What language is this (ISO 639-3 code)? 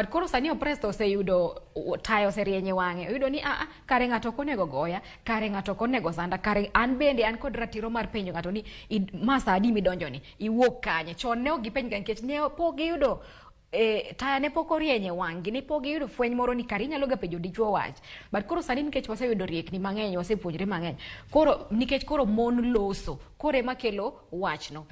luo